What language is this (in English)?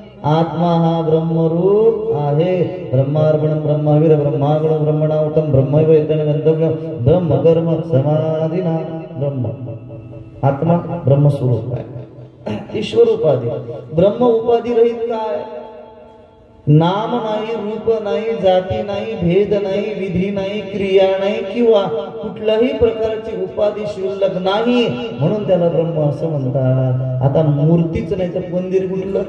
Marathi